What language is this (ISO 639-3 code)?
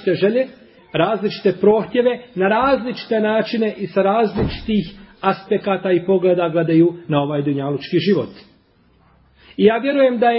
bos